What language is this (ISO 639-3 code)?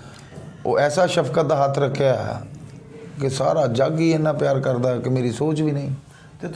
pan